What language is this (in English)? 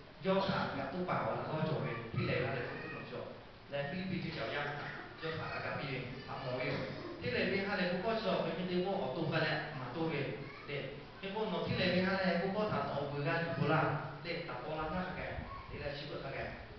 Lahu